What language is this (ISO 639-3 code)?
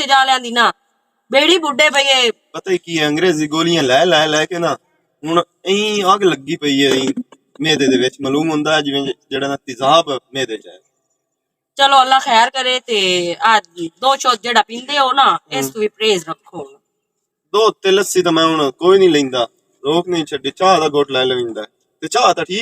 lah